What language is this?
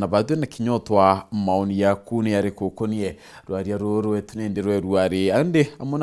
Meru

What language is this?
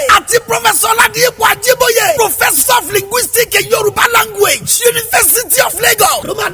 Yoruba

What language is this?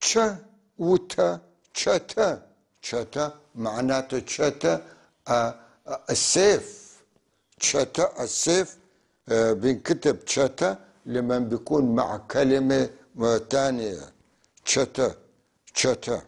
North Levantine Arabic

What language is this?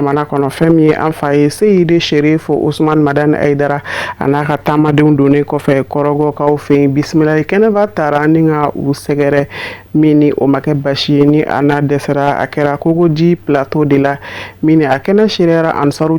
Bambara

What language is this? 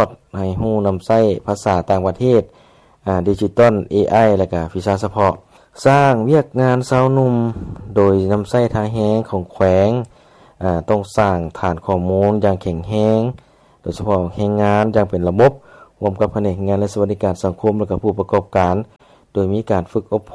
Lao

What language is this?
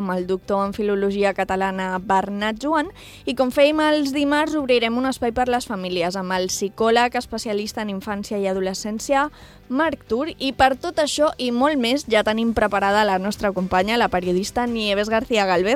Catalan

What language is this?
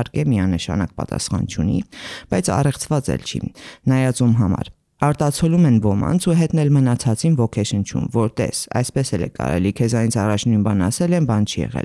Armenian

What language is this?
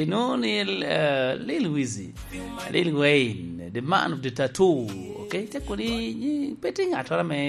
Lango (Uganda)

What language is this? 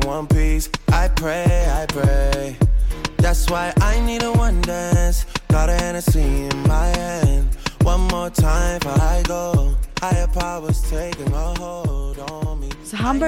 Swedish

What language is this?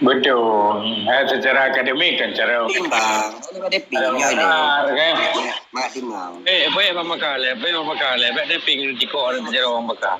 Achinese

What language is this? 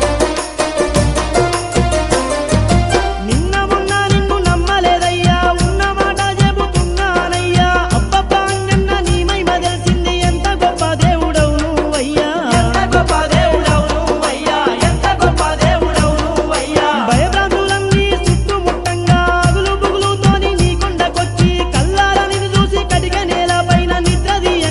Telugu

